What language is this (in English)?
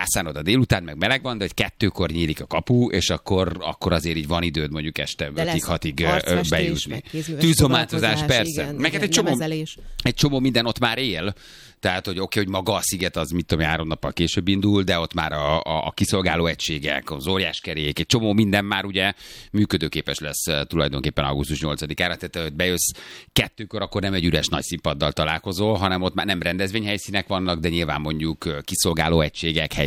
Hungarian